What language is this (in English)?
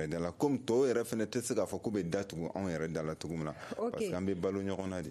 Bambara